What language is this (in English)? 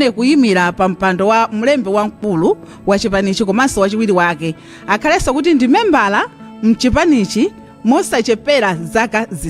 Nyanja